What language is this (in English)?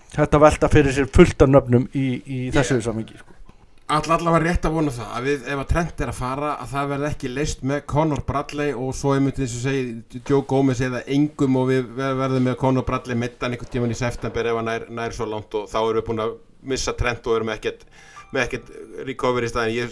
Icelandic